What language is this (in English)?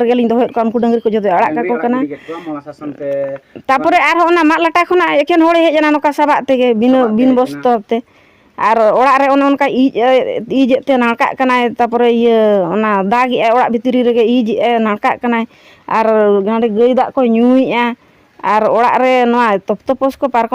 Santali